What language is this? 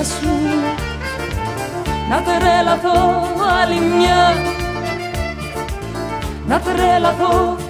Greek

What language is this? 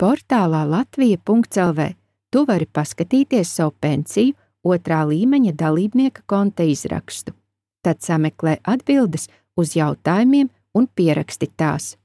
Latvian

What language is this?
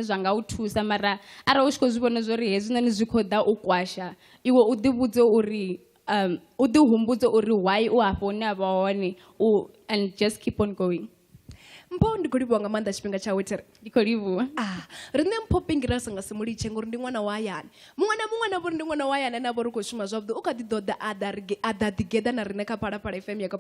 Venda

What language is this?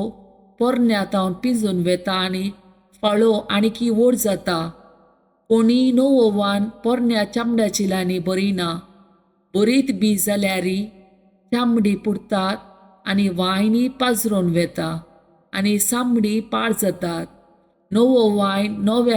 Konkani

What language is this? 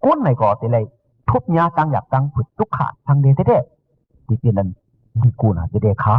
Shan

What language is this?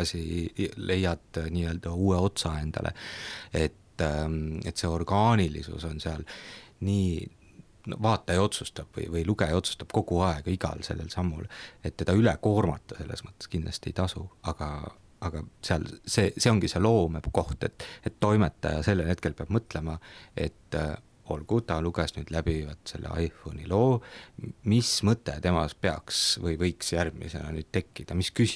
Estonian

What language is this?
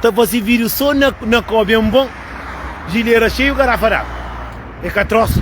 Kabuverdianu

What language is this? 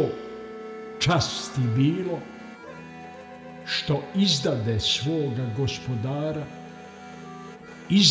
Bosnian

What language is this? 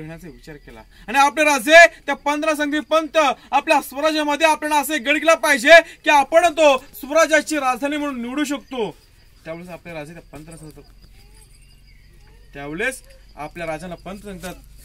Marathi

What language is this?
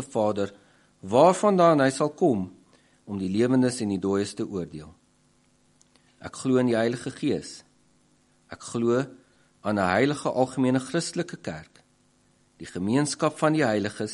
Afrikaans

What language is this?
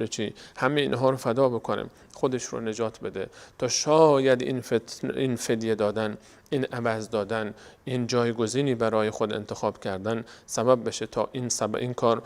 Persian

